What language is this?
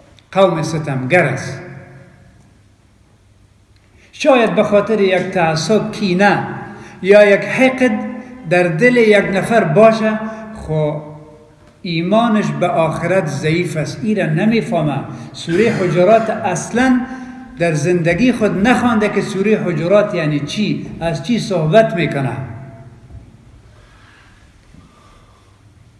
Persian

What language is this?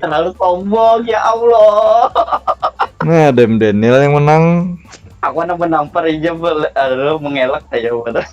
Banjar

